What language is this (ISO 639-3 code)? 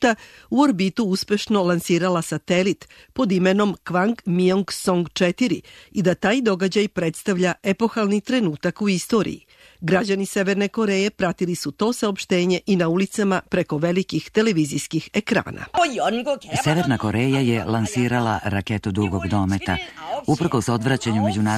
srp